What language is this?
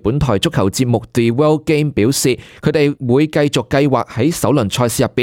Cantonese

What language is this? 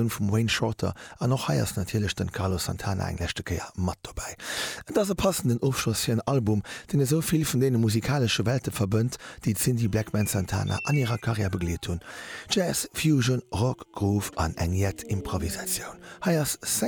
Luxembourgish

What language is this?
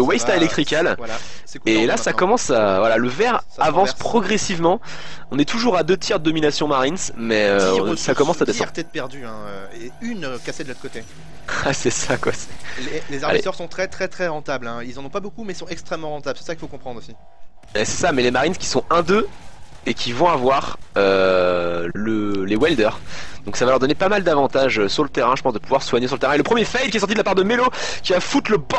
French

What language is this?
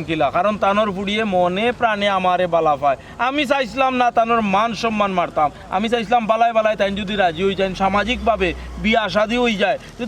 Sylheti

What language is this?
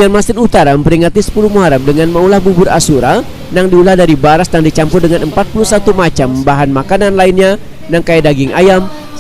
Banjar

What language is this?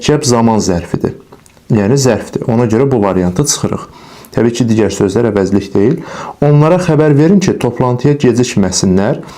Azerbaijani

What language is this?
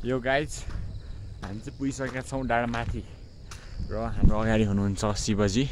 Nepali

